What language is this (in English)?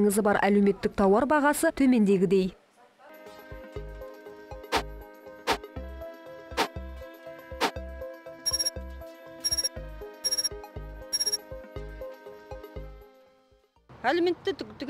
Kazakh